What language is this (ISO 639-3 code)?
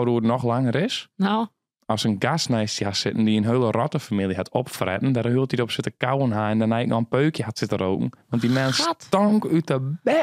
fry